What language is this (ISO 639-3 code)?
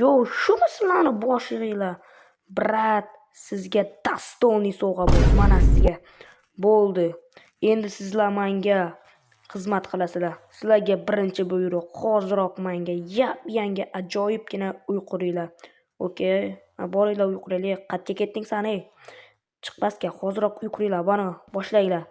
uzb